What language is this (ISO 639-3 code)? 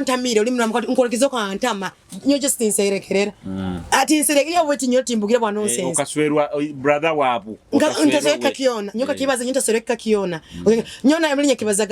nyo